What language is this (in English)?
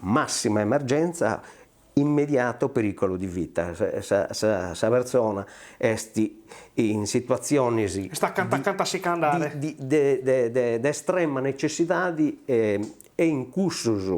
Sardinian